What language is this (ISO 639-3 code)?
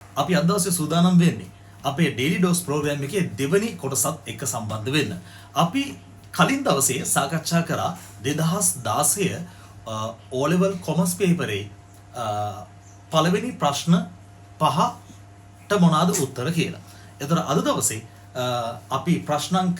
sin